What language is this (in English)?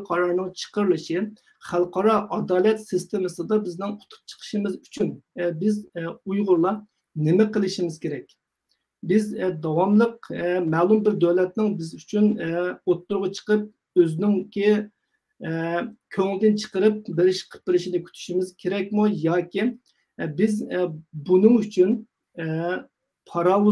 Uyghur